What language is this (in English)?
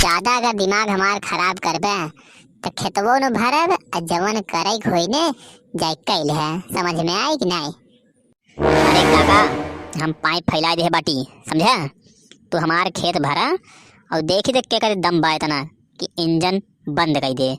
Awadhi